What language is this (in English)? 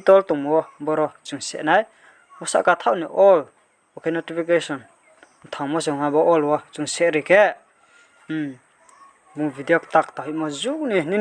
Riang (India)